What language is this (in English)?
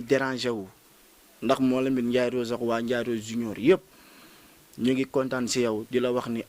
Wolof